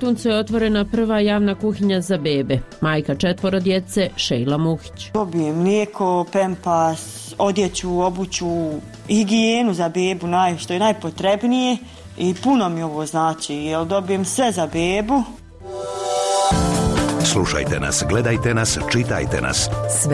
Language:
Bosnian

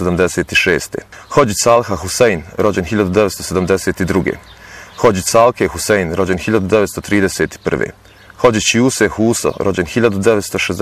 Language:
Bosnian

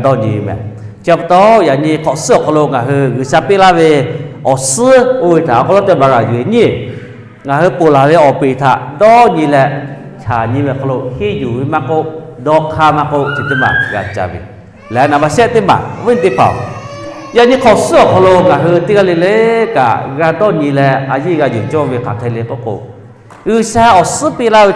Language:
Lahu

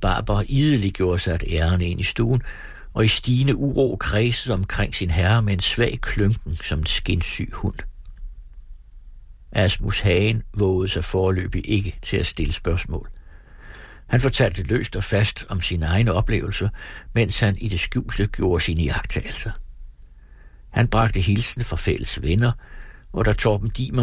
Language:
Danish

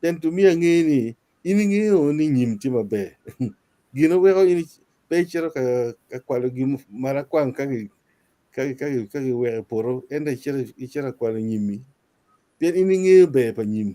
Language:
Acoli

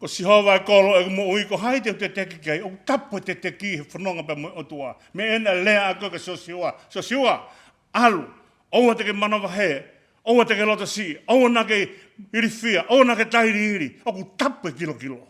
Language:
Tongan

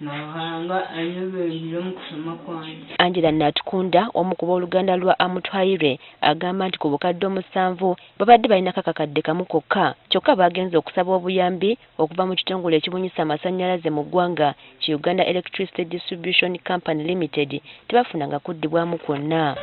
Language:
Ganda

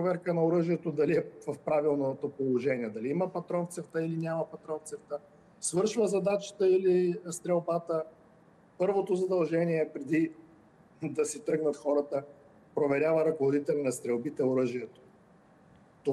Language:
Bulgarian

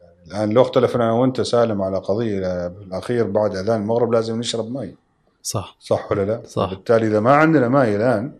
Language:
Gulf Arabic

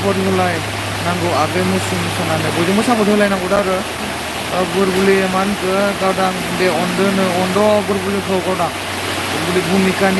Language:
Bodo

